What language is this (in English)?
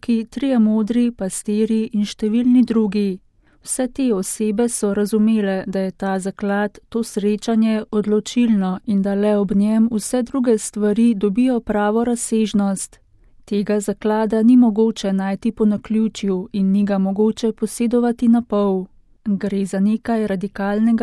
Slovenian